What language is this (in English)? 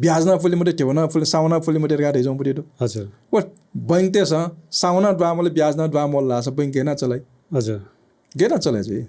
Newari